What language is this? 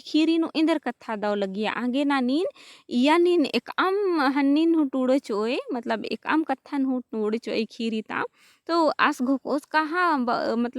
Kurukh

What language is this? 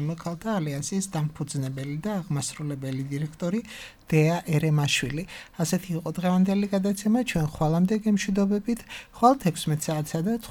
Georgian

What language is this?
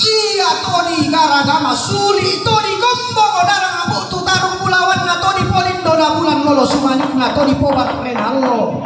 Toraja-Sa'dan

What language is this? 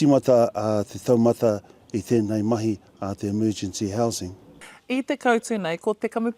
Māori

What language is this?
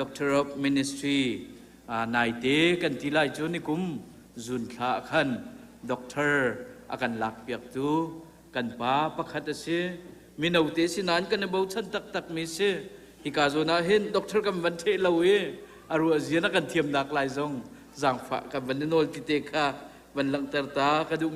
Hakha Chin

